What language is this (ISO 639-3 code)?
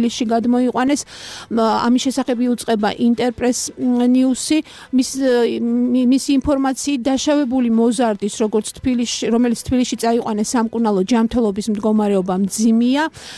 kat